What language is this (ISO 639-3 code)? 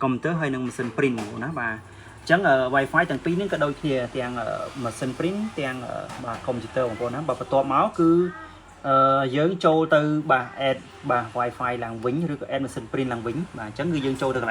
khm